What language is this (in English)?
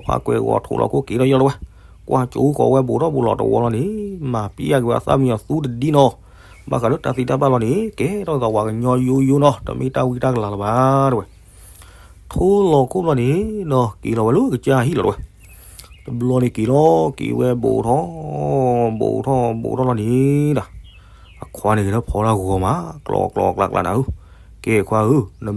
S'gaw Karen